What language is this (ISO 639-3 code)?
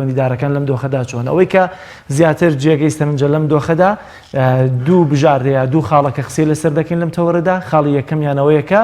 ckb